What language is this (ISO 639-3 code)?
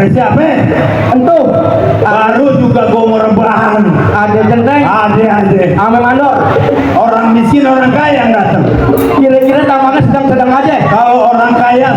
bew